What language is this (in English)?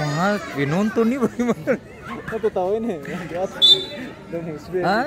Ambonese Malay